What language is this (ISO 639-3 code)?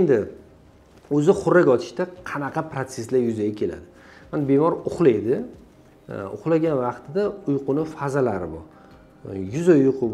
uzb